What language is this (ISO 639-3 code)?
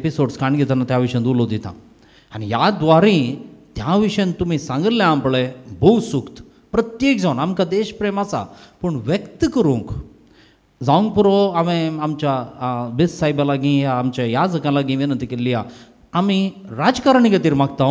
kok